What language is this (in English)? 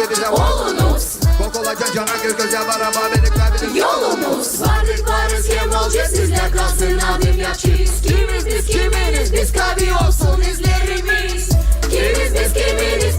Gagauz